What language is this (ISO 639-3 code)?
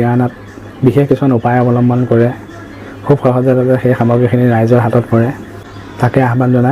asm